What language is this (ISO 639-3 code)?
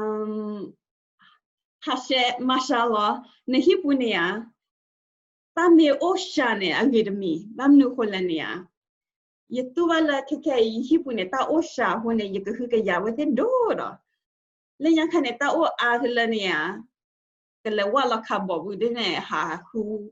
ksw